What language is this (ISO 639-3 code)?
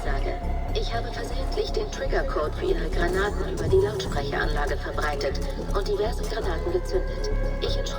bar